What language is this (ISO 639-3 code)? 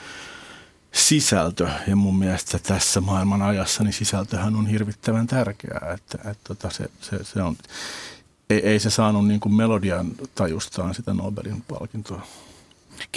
fin